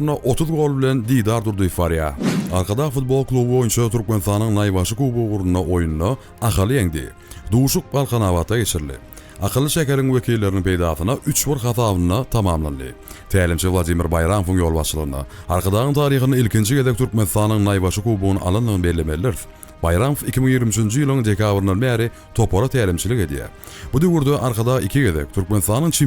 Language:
Turkmen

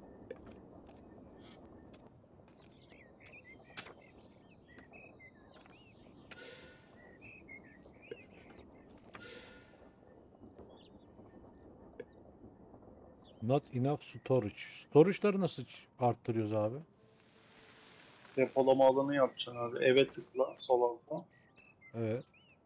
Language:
Turkish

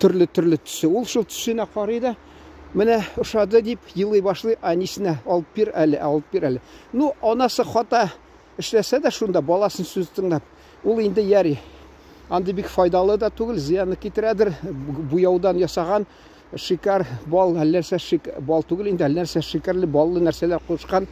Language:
Tatar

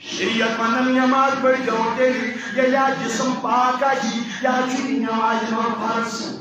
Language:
Kashmiri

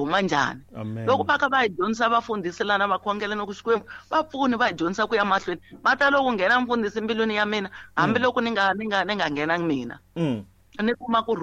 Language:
Tsonga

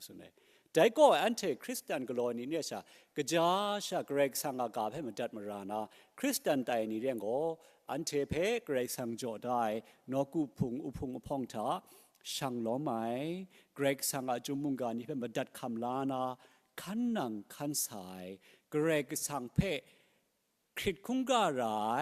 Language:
Kachin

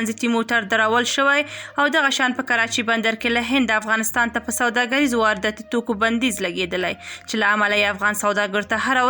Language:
Pashto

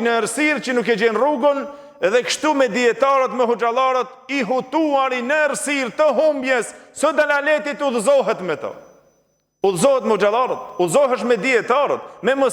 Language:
Albanian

